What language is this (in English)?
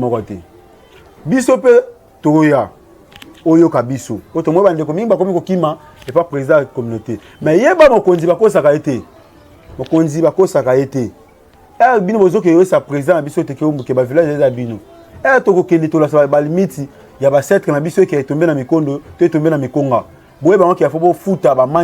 Lingala